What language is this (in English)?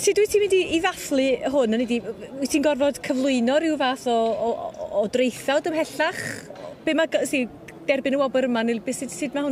Welsh